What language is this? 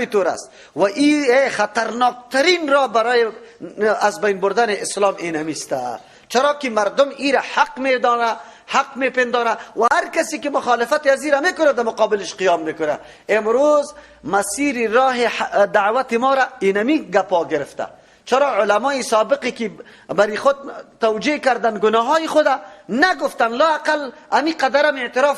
Persian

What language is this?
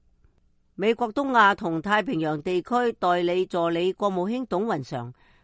Cantonese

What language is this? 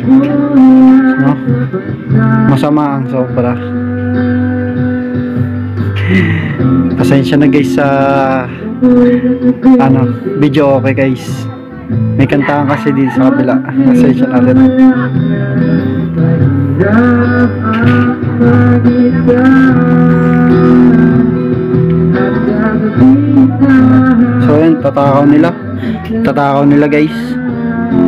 Filipino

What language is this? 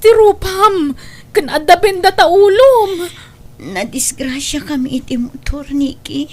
Iloko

